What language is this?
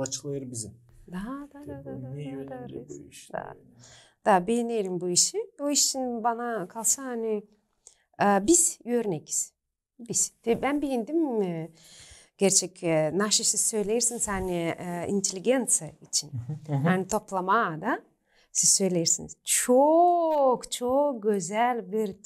Gagauz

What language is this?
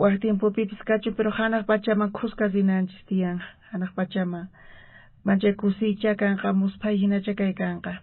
South Bolivian Quechua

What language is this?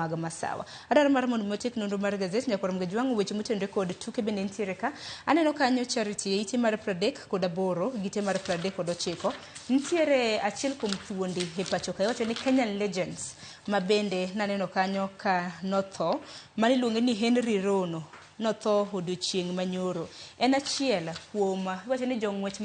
Luo (Kenya and Tanzania)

